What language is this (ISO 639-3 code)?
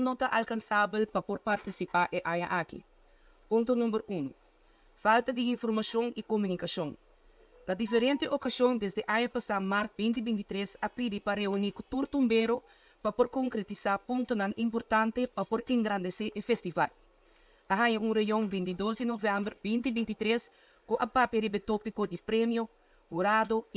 pap